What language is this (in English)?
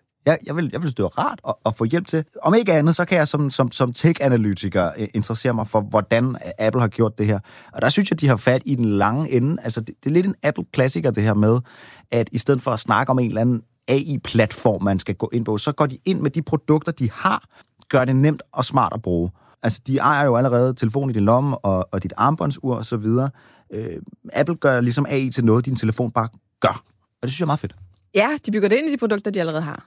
Danish